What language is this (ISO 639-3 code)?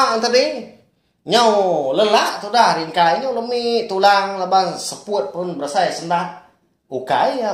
iba